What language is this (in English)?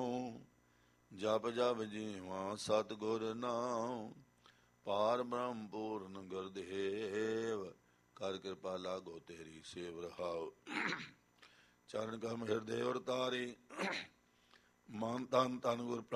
Punjabi